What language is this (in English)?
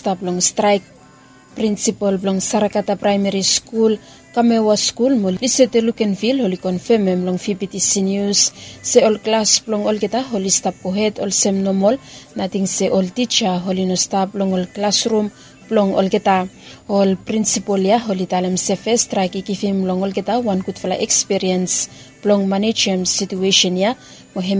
Bislama